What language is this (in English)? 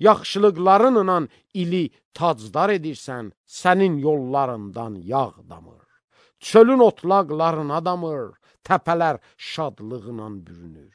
Azerbaijani